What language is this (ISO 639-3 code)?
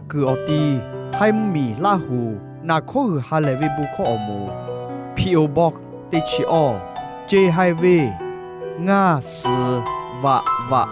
lhu